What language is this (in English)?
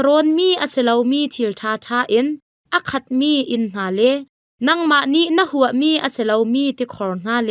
Hakha Chin